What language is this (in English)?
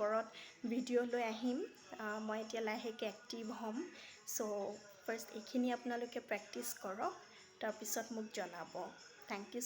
Assamese